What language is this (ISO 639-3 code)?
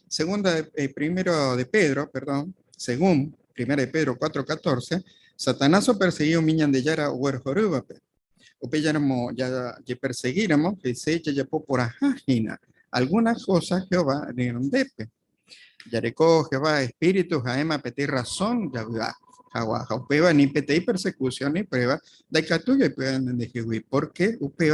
grn